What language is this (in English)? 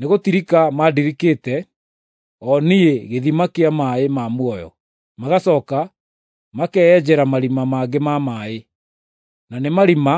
Kikuyu